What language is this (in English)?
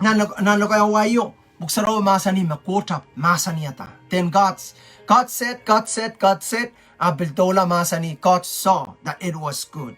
Pohnpeian